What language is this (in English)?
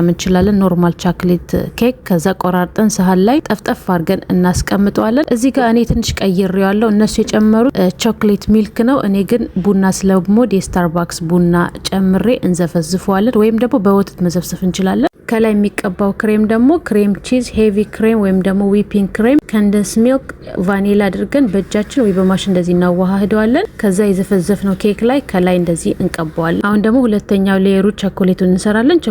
Amharic